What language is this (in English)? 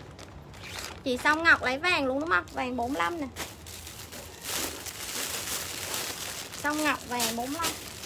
Vietnamese